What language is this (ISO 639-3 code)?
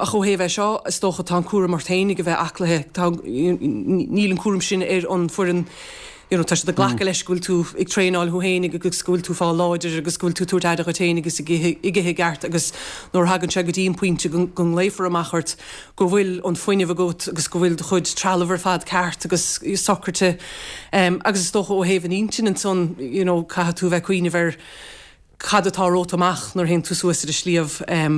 gle